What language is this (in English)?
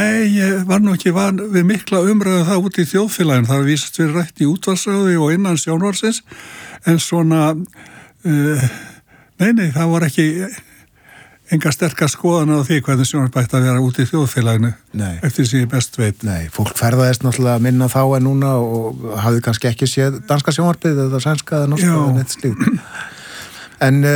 Icelandic